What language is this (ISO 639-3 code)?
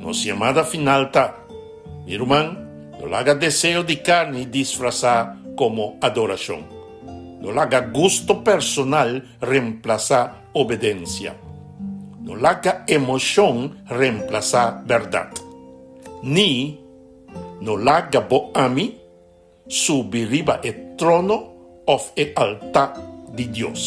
pap